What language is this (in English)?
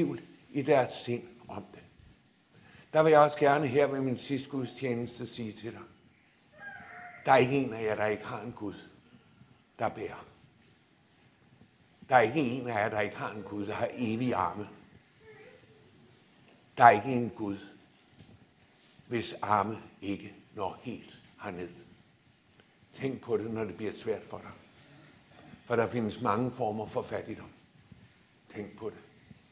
Danish